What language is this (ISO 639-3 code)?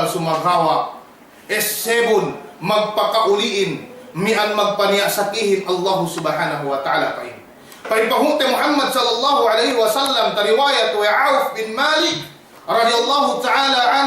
yka